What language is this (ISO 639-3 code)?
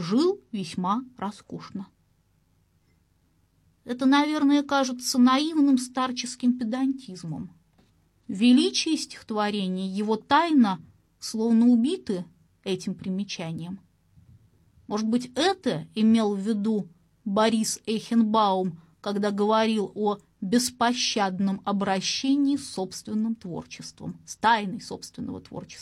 rus